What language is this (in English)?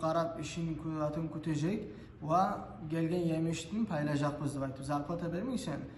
Kumyk